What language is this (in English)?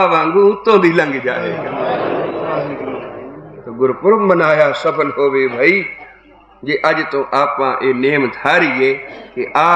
Punjabi